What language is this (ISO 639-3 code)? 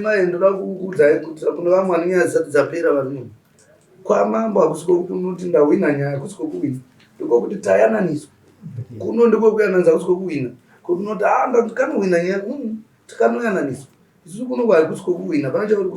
sna